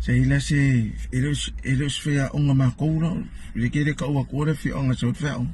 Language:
Samoan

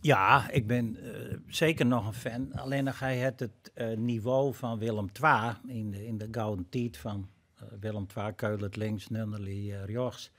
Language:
Western Frisian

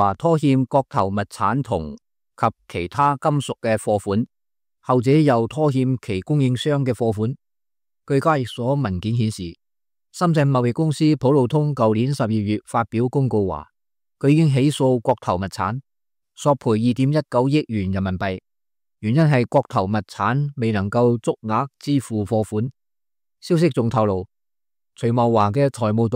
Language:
Cantonese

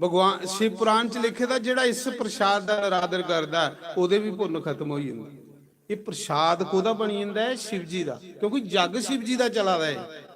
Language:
Dogri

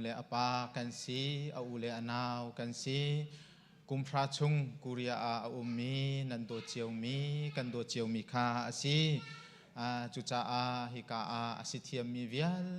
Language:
Hakha Chin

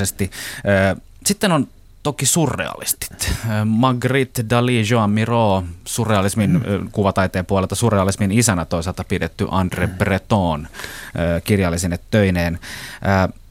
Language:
Finnish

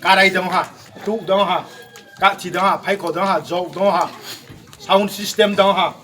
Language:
Riang (India)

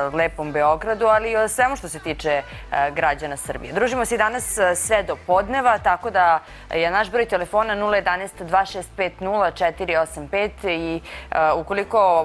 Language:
Serbian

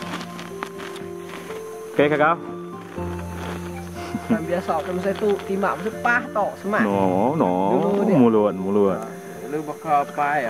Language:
Indonesian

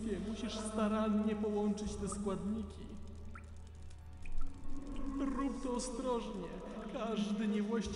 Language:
Polish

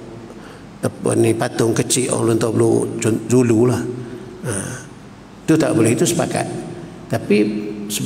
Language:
Malay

